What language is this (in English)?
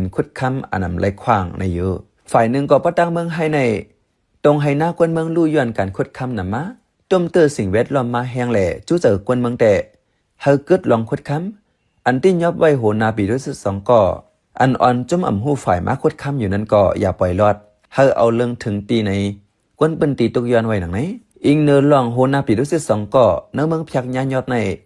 Shan